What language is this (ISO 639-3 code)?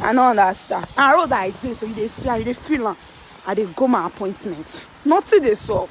pcm